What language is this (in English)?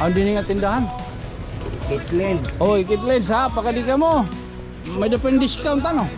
Waray